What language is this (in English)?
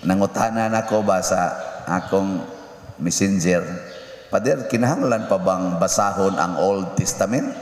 Cebuano